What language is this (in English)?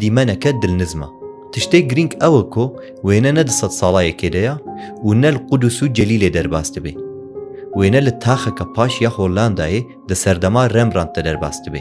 Kurdish